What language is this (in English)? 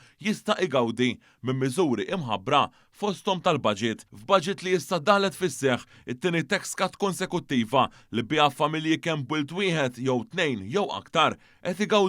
Maltese